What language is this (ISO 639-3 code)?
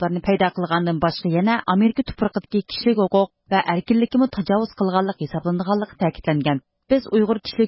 uig